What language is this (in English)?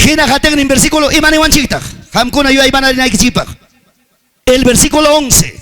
Ayacucho Quechua